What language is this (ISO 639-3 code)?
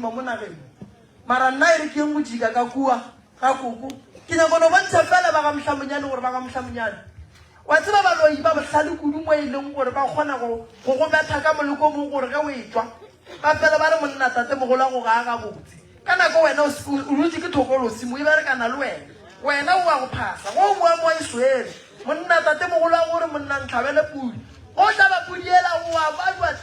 nso